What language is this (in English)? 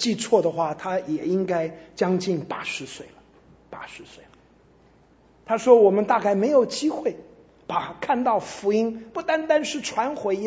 Chinese